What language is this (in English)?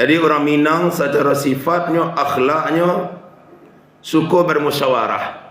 Minangkabau